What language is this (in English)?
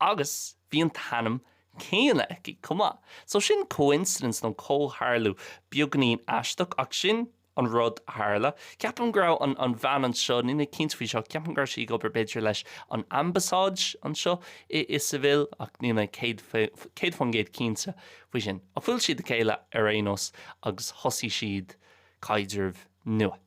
Irish